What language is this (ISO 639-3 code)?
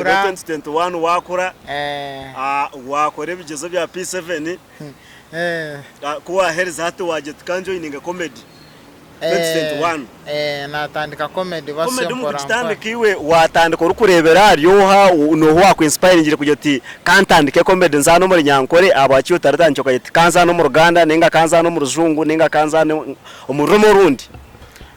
nyn